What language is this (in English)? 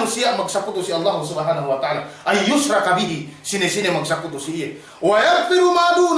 Yakan